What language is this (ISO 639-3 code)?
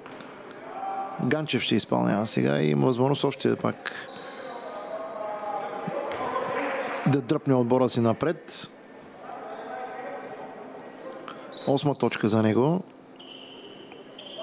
bul